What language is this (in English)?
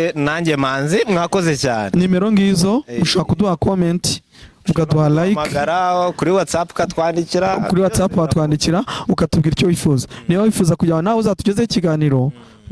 Kinyarwanda